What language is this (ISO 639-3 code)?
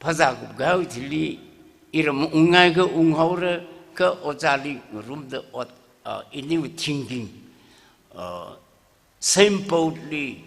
nmf